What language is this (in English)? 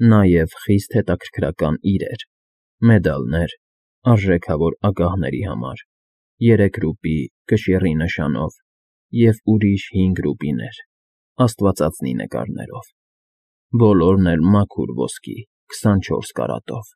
Armenian